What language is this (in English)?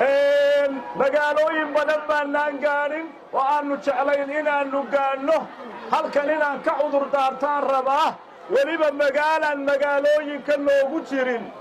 Somali